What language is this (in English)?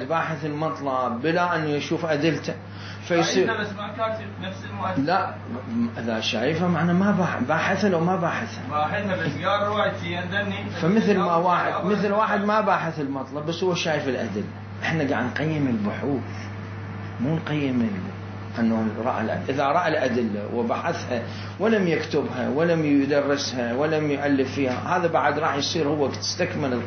Mesopotamian Arabic